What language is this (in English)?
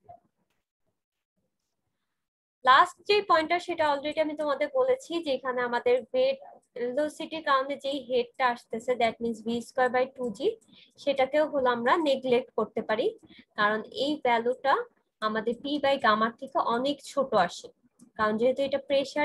Bangla